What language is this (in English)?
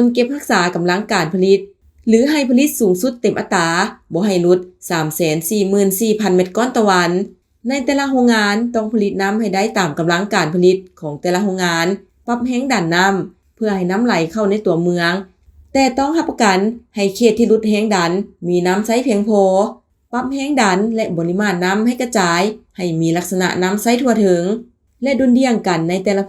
Lao